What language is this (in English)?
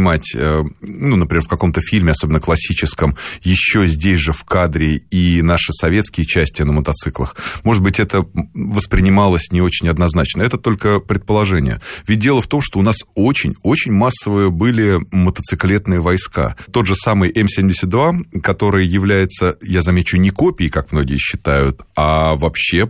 Russian